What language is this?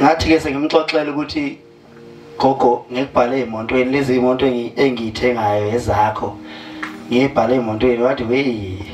Zulu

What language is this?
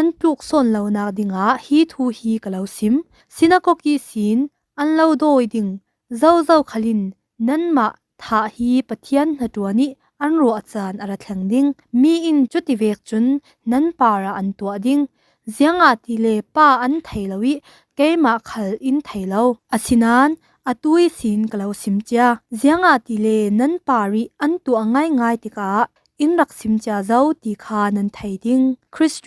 Falam Chin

